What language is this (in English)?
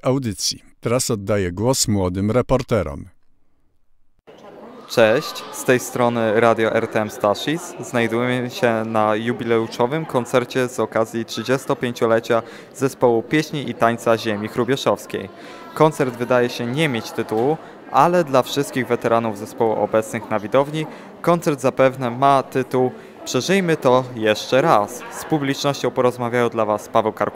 Polish